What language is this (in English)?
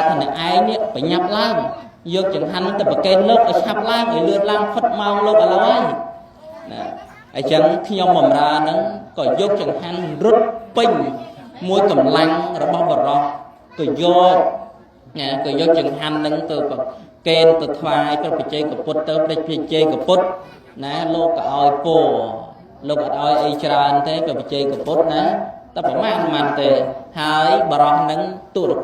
Khmer